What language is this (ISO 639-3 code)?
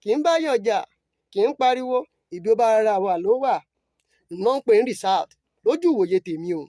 yor